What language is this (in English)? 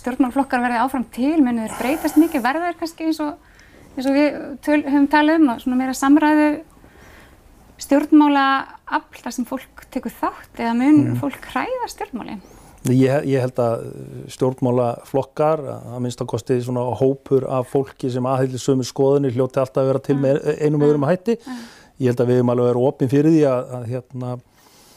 Icelandic